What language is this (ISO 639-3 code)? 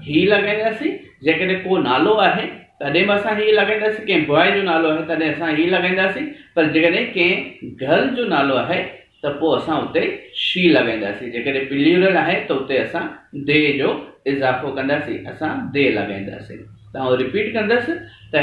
snd